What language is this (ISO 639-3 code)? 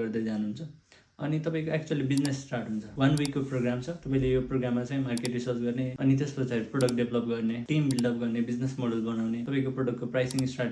nep